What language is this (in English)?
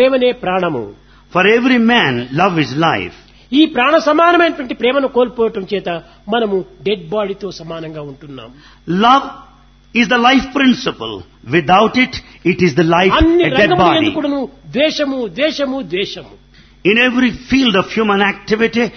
Telugu